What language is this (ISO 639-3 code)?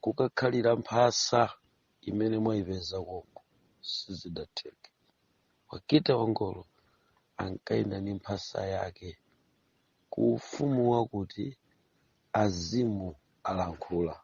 nya